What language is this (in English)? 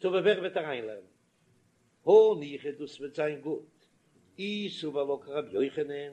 Yiddish